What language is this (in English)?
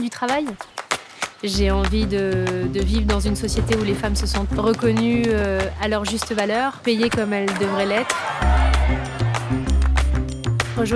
French